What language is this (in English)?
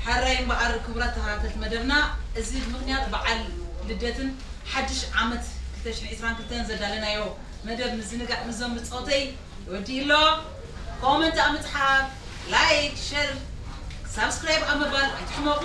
Tigrinya